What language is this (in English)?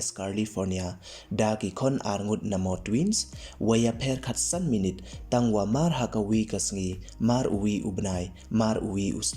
Pnar